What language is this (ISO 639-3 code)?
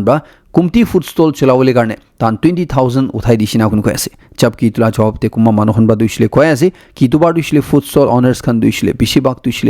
nag